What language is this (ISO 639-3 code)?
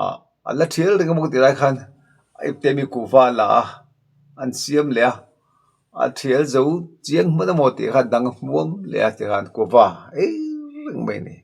lus